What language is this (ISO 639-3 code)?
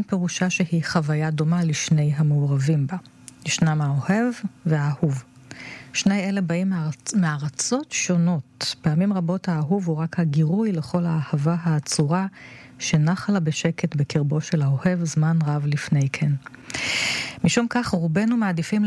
heb